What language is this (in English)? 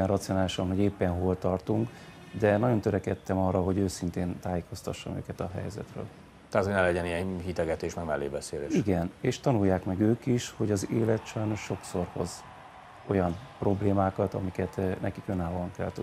Hungarian